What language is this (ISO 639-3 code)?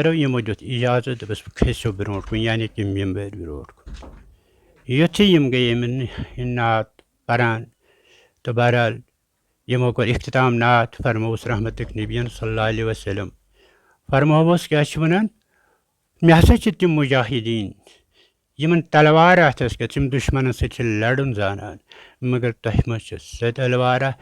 kas